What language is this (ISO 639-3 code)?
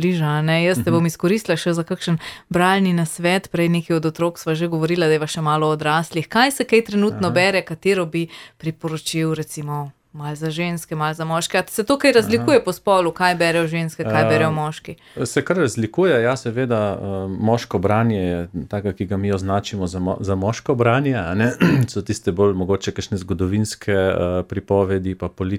slv